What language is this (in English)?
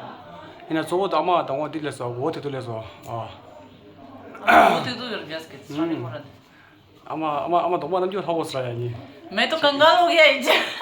Tibetan